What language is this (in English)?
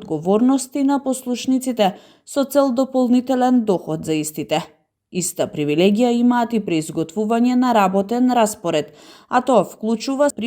Macedonian